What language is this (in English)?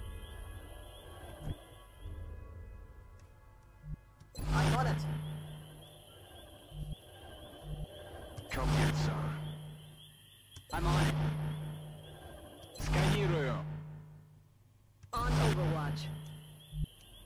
German